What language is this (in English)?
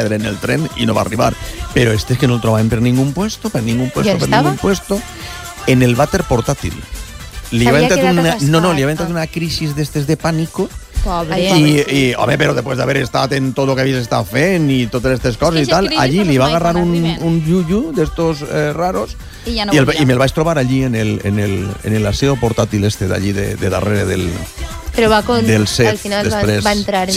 Catalan